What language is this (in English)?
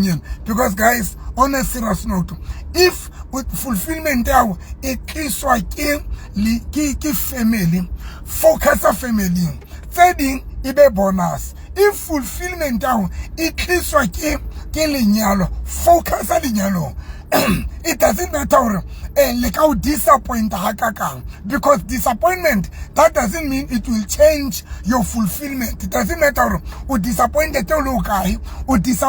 Southern Sotho